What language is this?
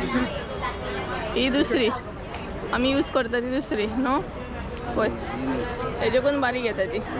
Konkani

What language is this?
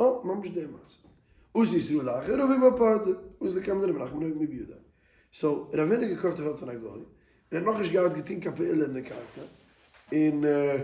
Yiddish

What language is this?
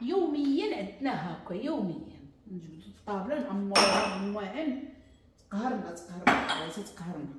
Moroccan Arabic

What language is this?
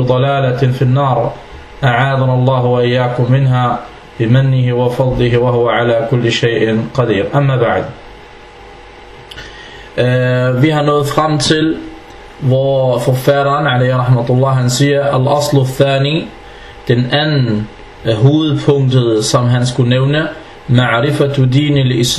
Danish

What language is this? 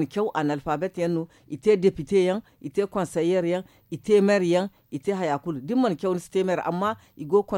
Zarma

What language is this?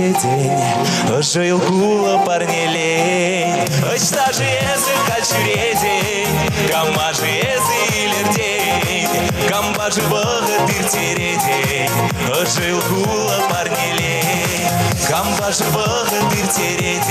Chuvash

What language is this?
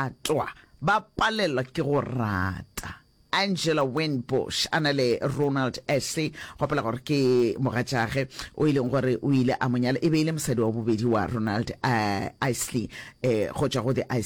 Northern Sotho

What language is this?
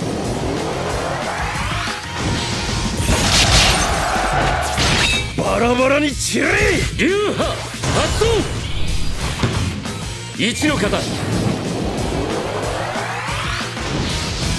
Japanese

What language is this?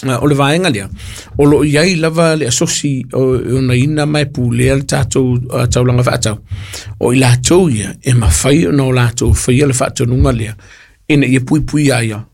Samoan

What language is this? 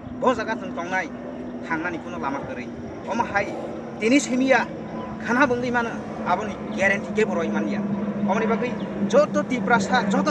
Kok Borok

